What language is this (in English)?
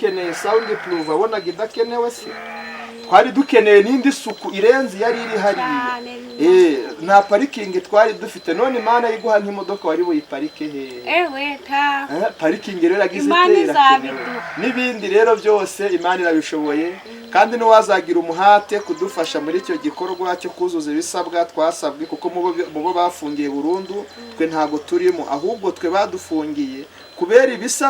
Kinyarwanda